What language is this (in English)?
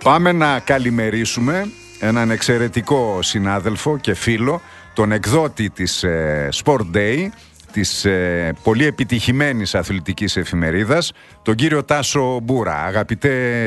Greek